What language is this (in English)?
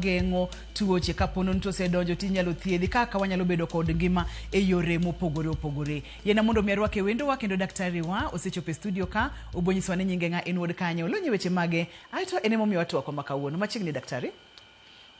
Luo (Kenya and Tanzania)